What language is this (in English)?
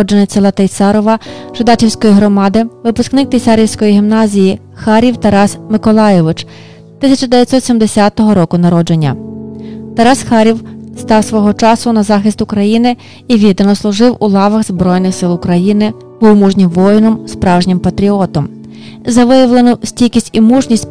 Ukrainian